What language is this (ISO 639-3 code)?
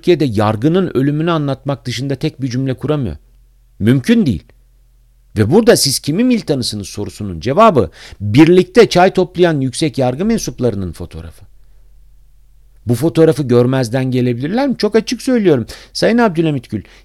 tur